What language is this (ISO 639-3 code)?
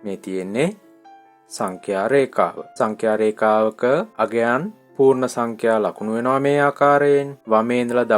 sin